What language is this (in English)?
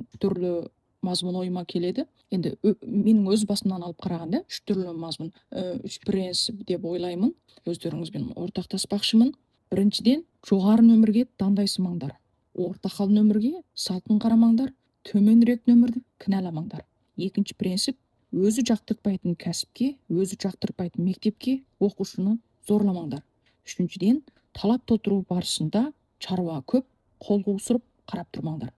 Kazakh